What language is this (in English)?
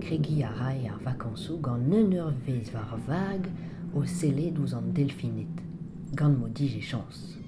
Breton